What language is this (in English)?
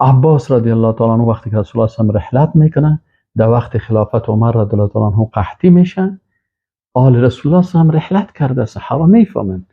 Persian